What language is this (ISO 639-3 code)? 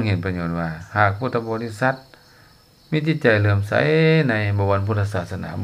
lao